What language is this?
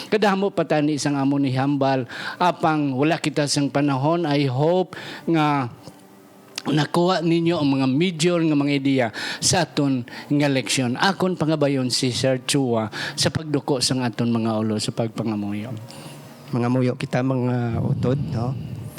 Hiligaynon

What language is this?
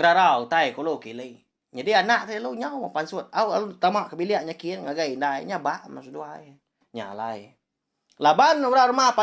Iban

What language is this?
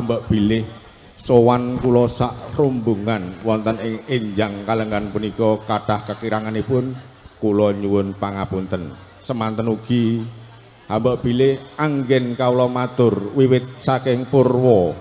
Javanese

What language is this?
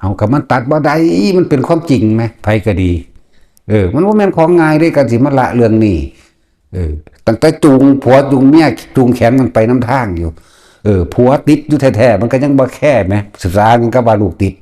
Northeastern Thai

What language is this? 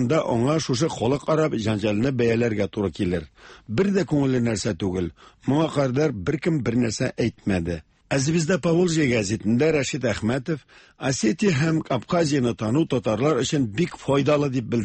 Tatar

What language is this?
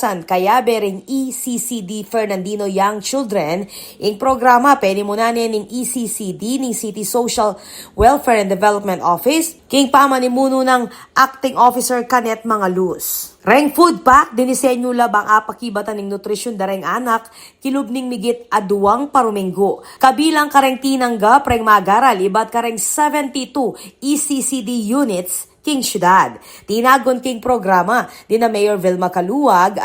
Pampanga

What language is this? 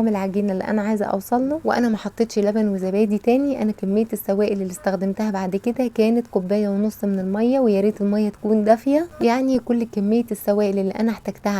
Egyptian Arabic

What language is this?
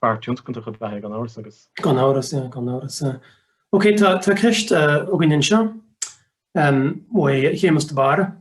Irish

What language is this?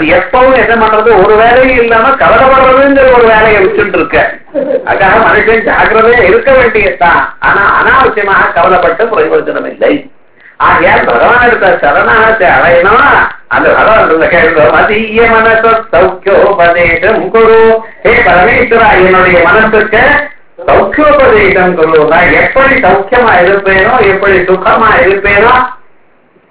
Tamil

